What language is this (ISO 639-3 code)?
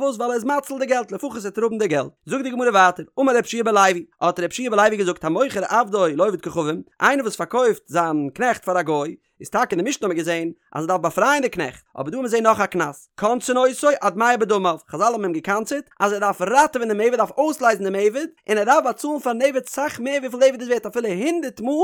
yid